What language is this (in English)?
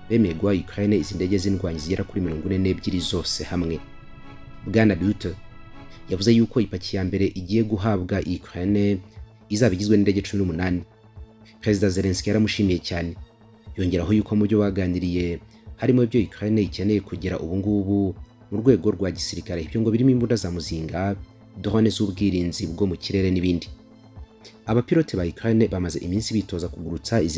Kinyarwanda